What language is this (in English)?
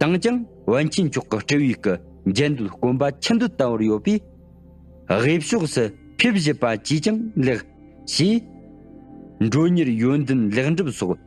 Tibetan